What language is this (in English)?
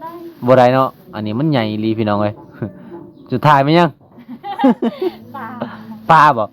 Lao